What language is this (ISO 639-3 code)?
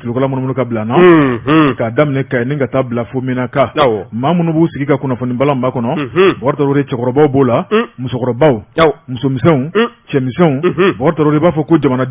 bam